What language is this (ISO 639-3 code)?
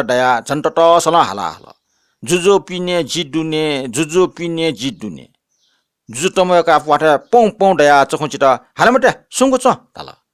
new